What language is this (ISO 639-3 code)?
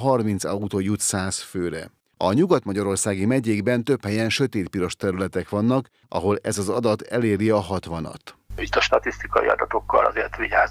hun